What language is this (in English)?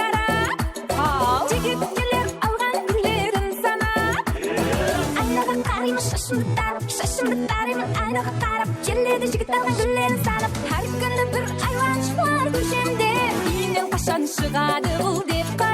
Kara-Kalpak